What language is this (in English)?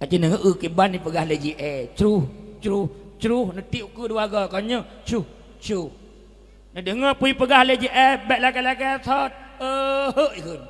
Achinese